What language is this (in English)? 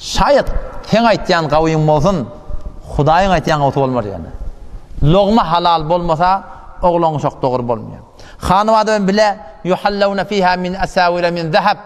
Turkmen